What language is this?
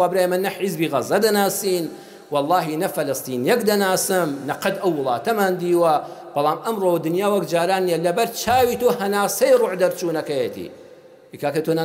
Central Kurdish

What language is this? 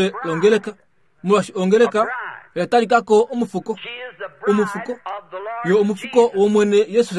Kuanyama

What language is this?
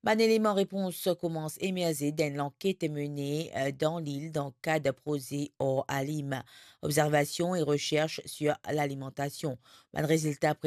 Morisyen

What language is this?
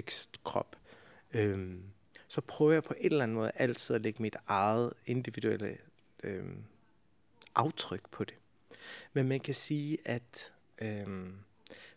Danish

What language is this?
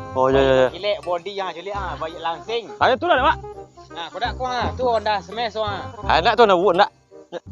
Minangkabau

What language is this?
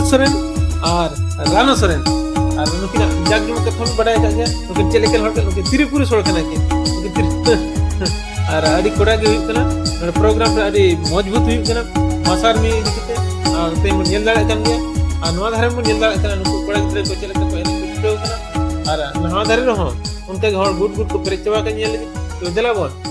Santali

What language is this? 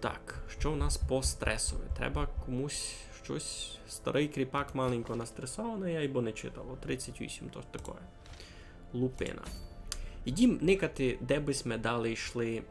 Rusyn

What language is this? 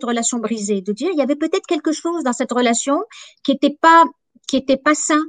French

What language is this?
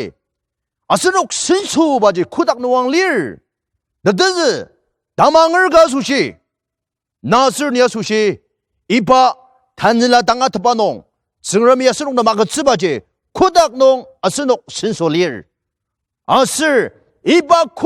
Ao Naga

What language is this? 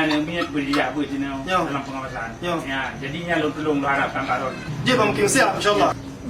Achinese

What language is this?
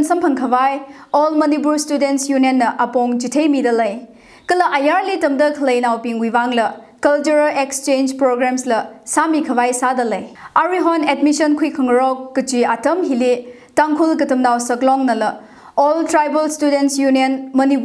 Tangkhul Naga (India)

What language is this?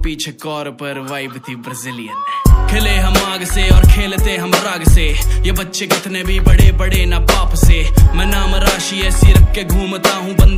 Hindi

